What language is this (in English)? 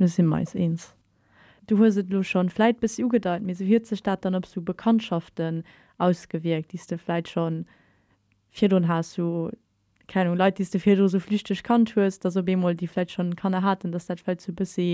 Luxembourgish